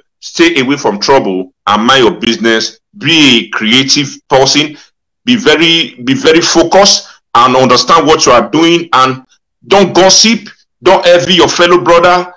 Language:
Nigerian Pidgin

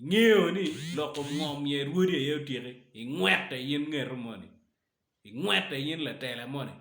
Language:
Acoli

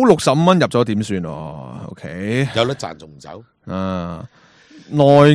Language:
Cantonese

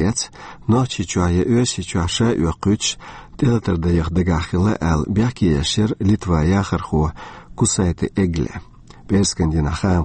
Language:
Chechen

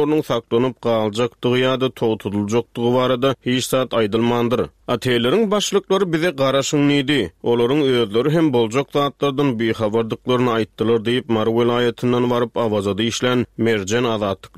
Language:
Turkmen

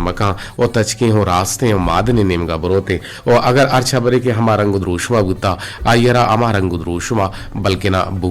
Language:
Eastern Balochi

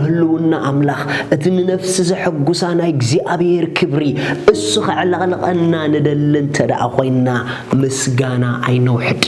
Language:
Tigrinya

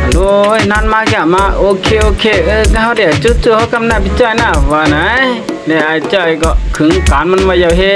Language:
Shan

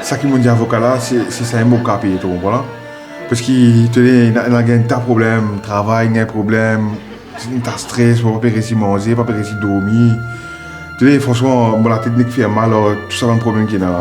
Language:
Morisyen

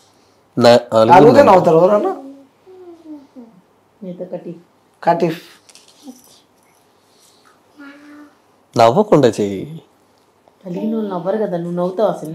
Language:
Telugu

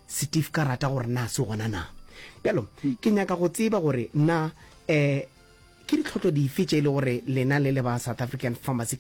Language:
Northern Sotho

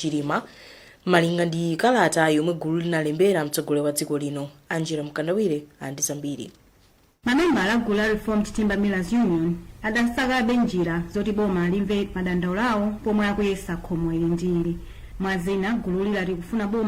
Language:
Nyanja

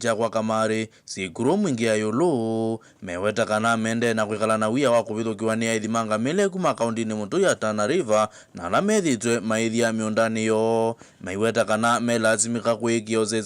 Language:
Kamba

